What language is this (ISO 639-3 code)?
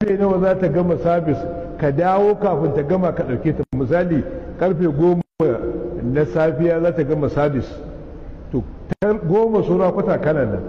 hau